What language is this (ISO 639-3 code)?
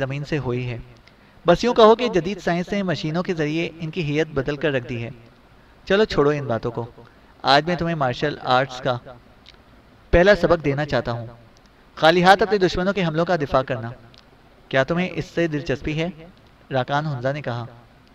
urd